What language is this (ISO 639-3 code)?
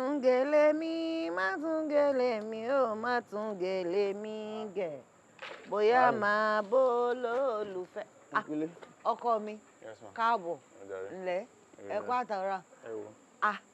yor